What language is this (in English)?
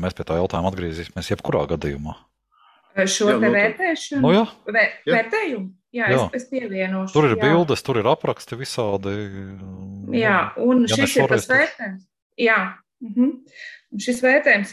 Latvian